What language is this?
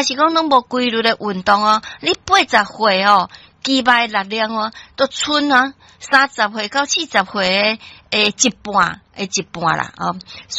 Min Nan Chinese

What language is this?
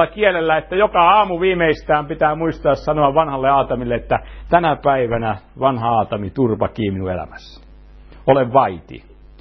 Finnish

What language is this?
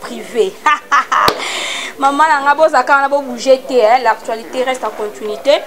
Lingala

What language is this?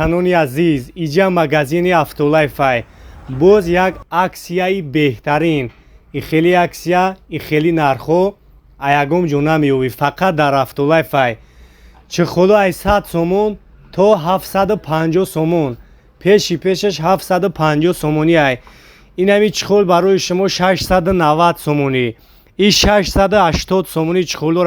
Tajik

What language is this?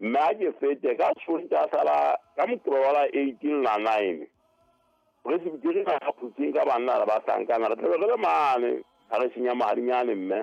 Southern Sotho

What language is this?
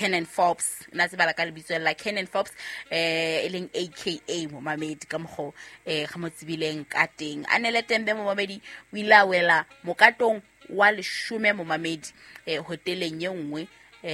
Southern Sotho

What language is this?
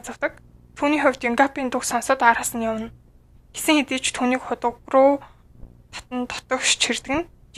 Mongolian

